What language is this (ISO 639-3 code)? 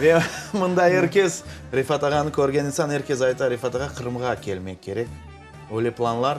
crh